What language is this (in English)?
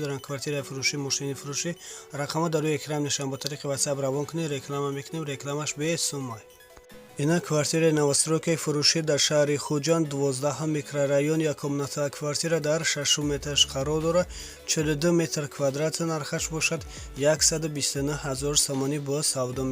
Tajik